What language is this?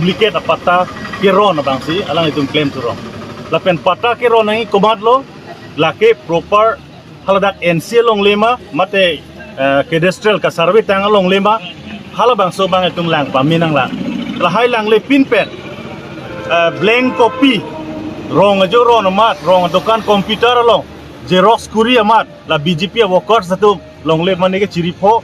Karbi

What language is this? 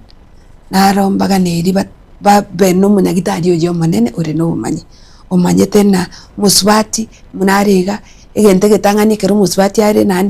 Gusii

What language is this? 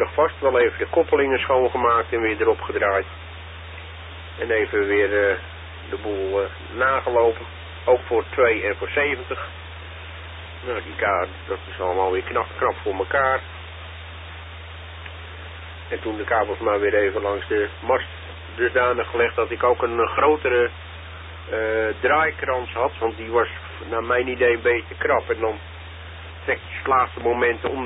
Dutch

